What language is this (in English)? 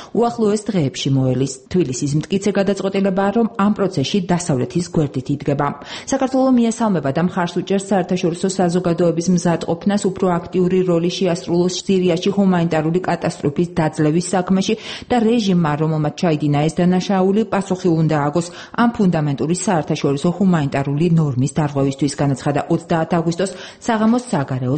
Georgian